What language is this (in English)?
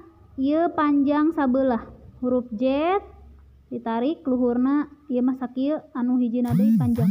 Sundanese